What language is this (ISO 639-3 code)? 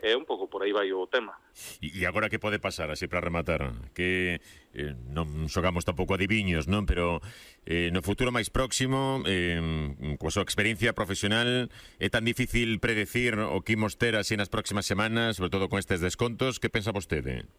glg